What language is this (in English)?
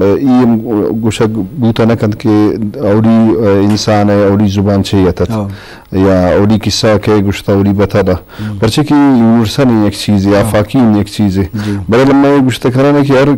Eastern Balochi